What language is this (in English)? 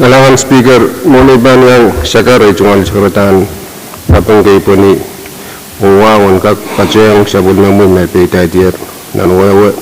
Pohnpeian